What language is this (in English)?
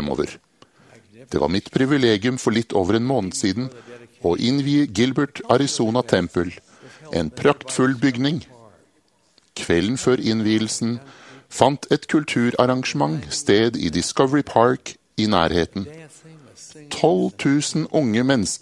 Norwegian